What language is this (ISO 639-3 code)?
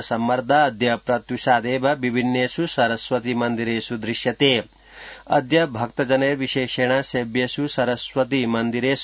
san